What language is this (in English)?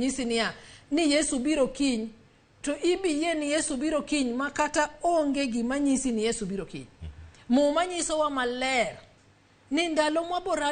Luo (Kenya and Tanzania)